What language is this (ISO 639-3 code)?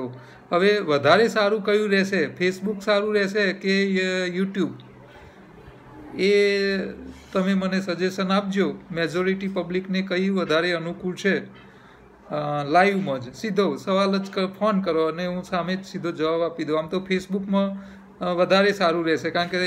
guj